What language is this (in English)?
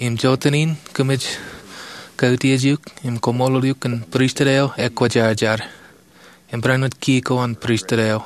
Marshallese